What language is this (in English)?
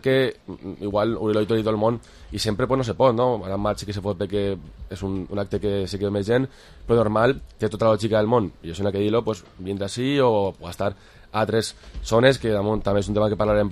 Catalan